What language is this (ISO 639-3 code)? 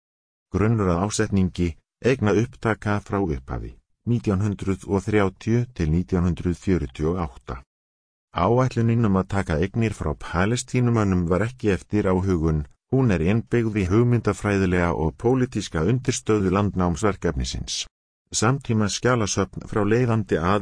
isl